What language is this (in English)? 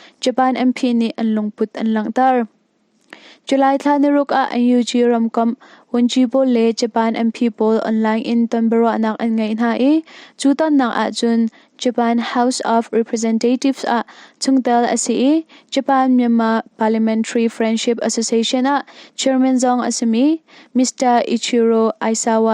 Hakha Chin